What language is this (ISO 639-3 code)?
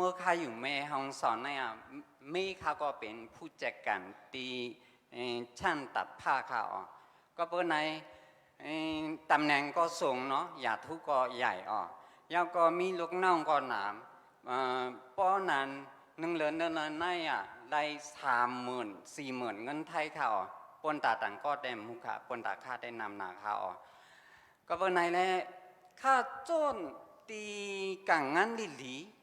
shn